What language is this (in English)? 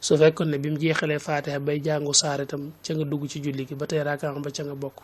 Wolof